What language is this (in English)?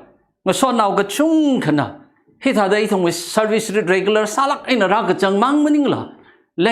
Tangkhul Naga (India)